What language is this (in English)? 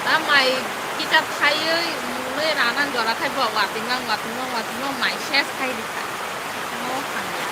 Kok Borok